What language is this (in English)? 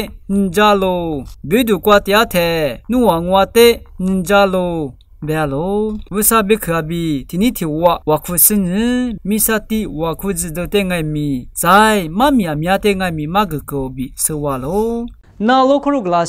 Lisu